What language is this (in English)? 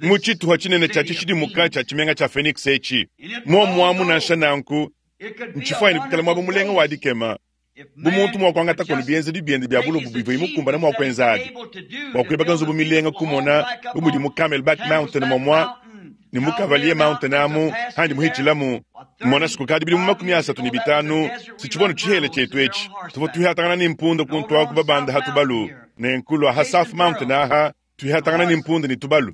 Luba-Lulua